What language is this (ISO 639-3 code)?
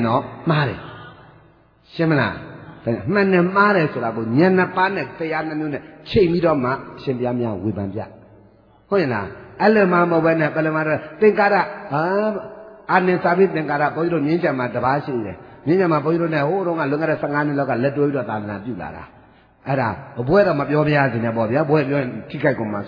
mya